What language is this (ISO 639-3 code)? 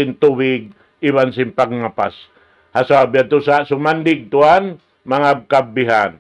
tsg